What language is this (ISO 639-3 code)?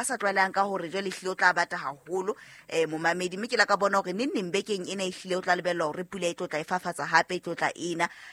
sot